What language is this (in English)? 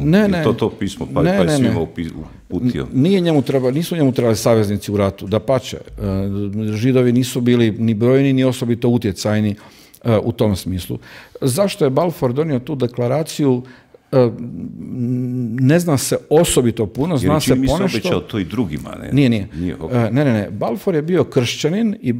Croatian